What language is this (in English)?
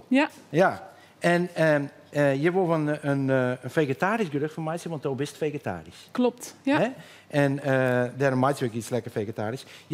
Western Frisian